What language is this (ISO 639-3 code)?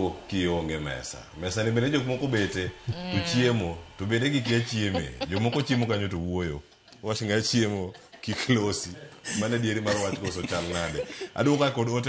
luo